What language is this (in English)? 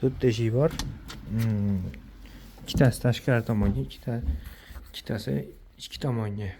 Uzbek